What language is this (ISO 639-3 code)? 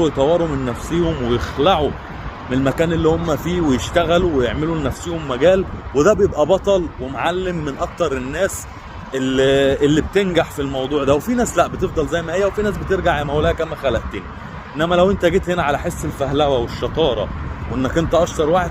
arz